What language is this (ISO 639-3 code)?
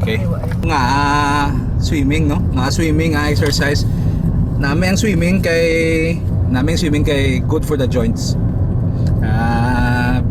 hil